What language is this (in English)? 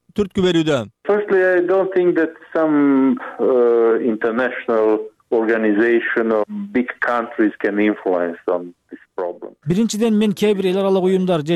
Kyrgyz